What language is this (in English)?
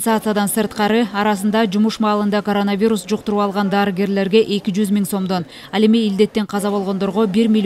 Kyrgyz